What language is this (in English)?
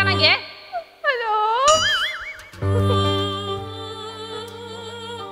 Konkani